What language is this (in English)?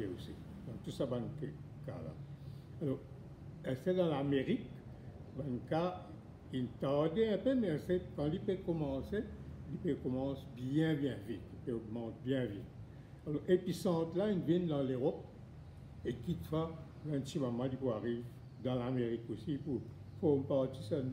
Morisyen